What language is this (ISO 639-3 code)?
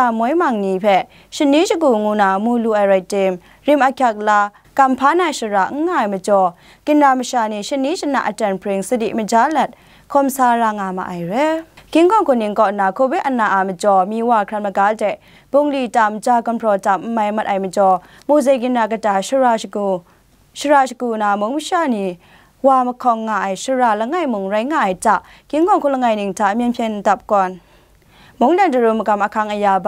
kac